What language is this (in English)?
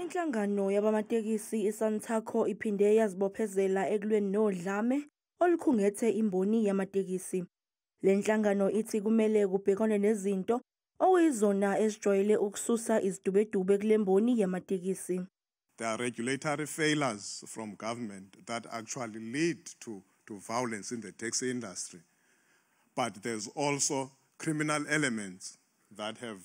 Zulu